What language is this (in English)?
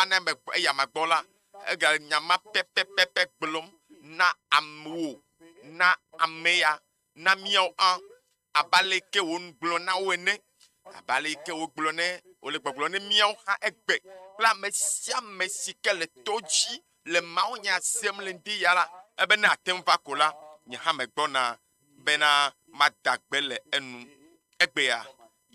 Ewe